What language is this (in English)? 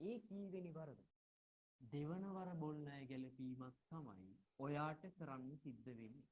Sinhala